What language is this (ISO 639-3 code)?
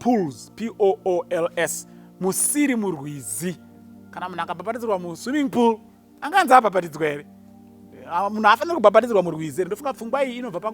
sna